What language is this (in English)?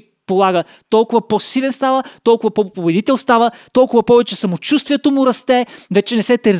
Bulgarian